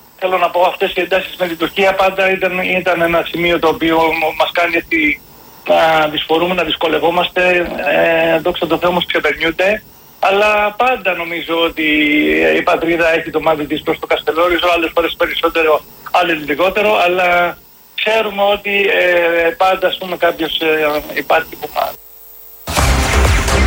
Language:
Greek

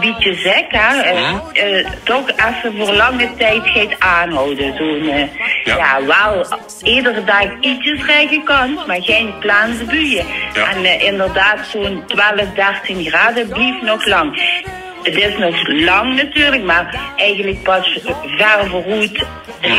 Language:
Limburgish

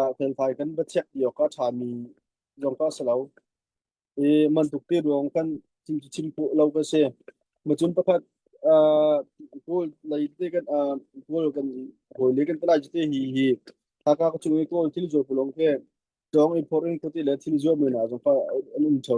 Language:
Hakha Chin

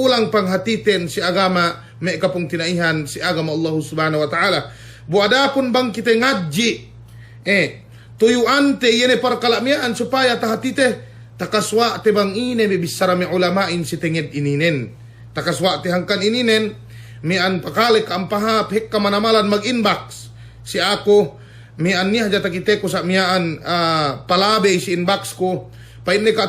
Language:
Yakan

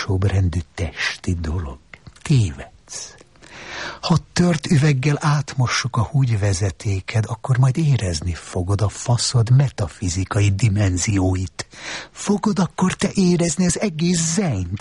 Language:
Hungarian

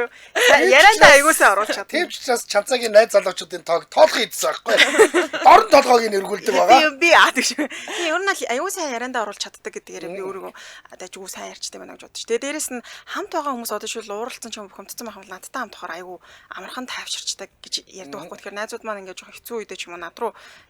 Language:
Mongolian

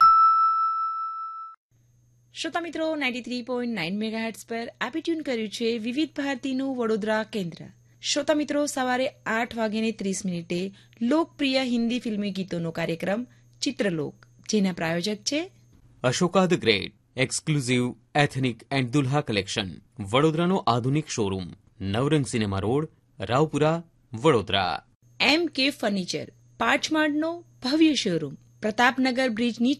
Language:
Gujarati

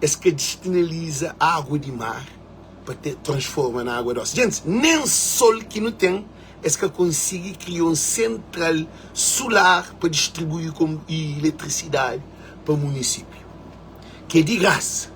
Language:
Kabuverdianu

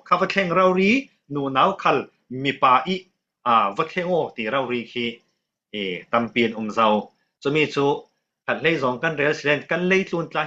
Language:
Falam Chin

